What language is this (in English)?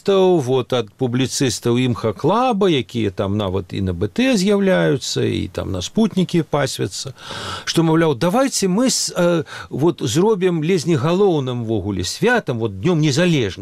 Belarusian